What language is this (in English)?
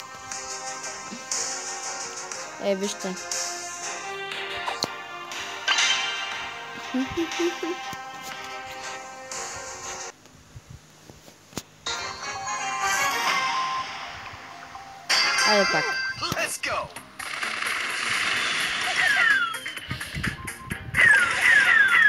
Bulgarian